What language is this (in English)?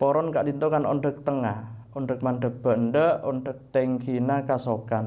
Madurese